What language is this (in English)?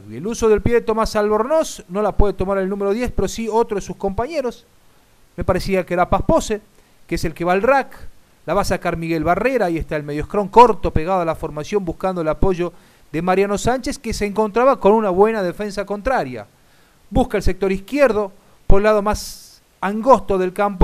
Spanish